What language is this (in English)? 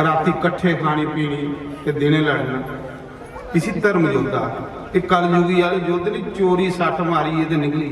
Dogri